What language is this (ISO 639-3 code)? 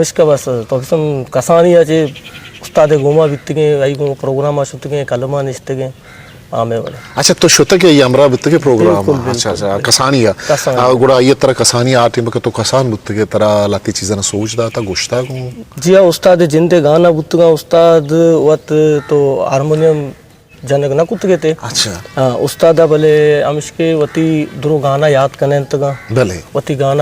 bgp